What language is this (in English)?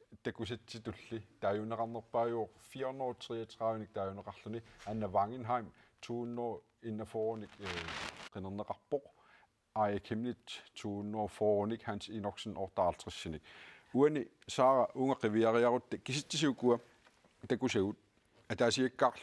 Kalaallisut